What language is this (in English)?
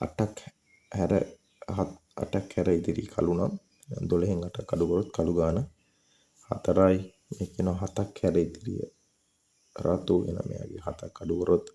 Sinhala